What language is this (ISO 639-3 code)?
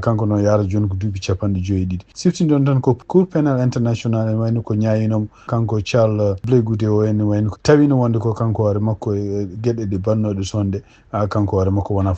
ful